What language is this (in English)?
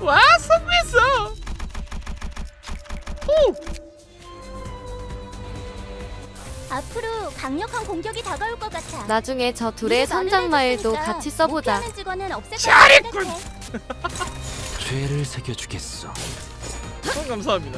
Korean